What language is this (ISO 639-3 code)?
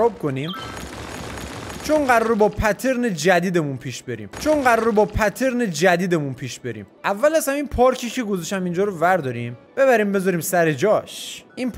fas